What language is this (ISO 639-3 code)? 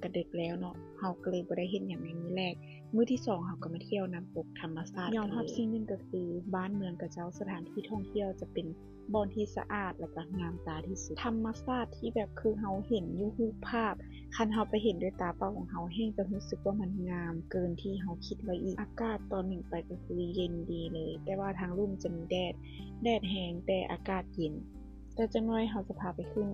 lao